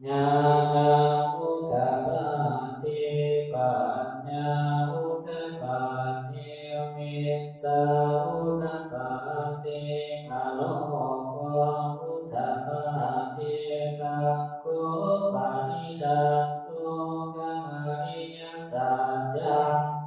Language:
Pali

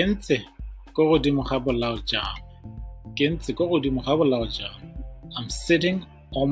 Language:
Tswana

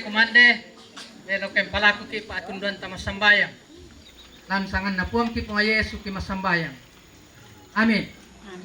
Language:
Toraja-Sa'dan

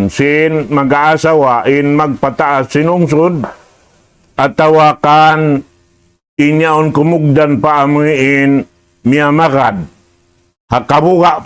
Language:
Tausug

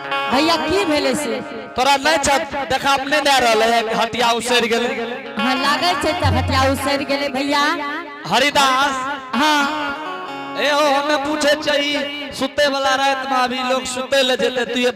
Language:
Angika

